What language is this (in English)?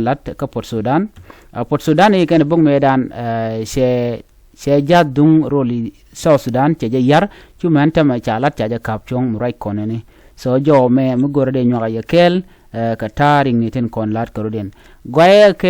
Nuer